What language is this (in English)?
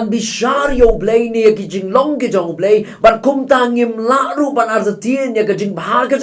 Khasi